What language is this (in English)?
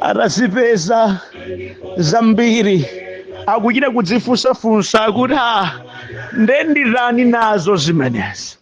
Nyanja